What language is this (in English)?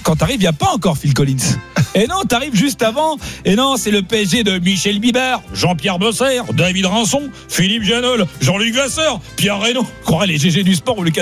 French